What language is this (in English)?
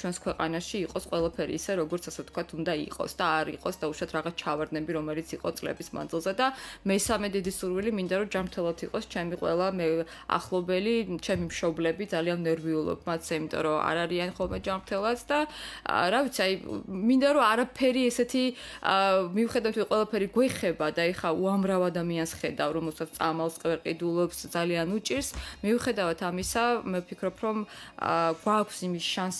Georgian